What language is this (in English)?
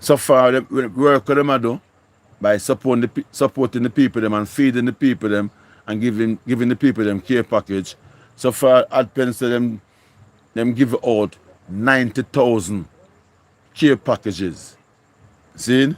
Jamaican Creole English